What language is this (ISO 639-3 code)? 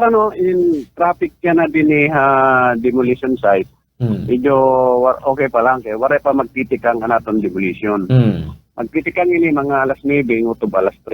war